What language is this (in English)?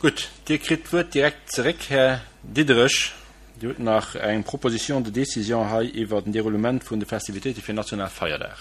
Luxembourgish